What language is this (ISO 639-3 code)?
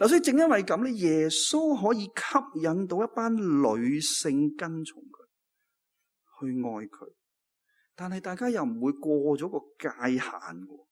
yue